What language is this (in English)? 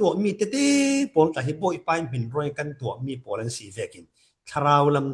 Falam Chin